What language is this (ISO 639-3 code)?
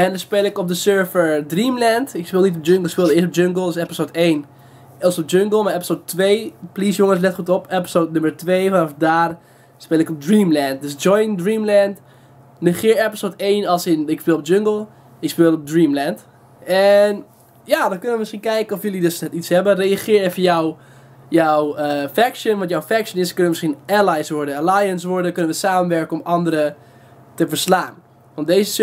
nld